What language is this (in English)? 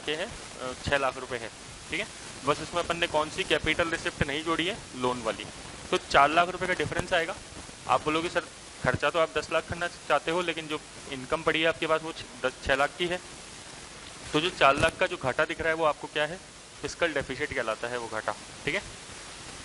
Hindi